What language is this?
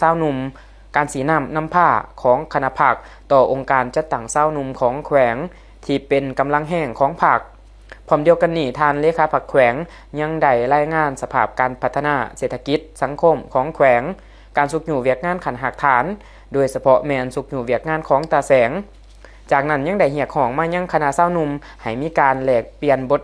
Lao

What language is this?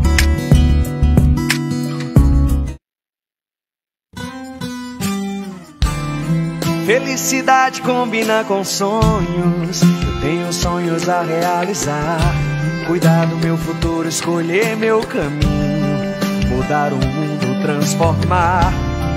Portuguese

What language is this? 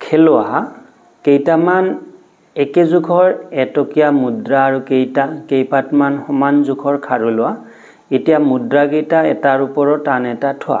Assamese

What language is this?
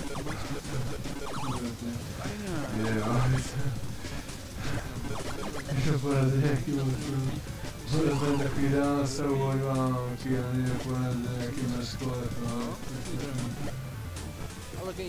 Czech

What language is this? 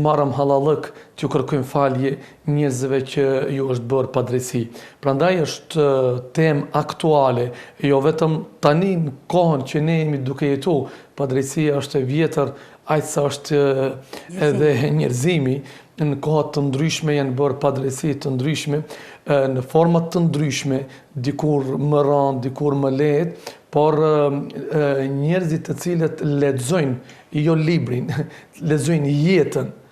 Albanian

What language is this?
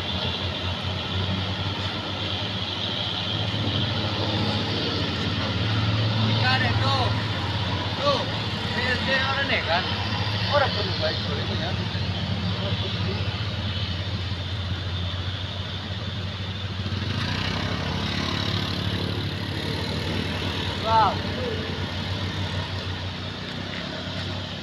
Indonesian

